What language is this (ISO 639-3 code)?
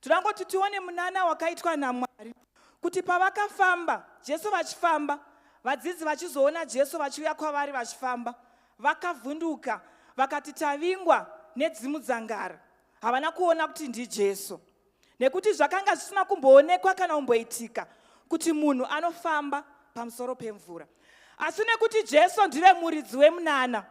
sna